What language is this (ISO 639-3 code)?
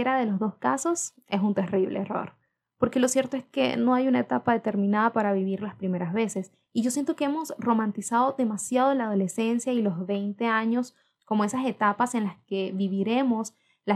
spa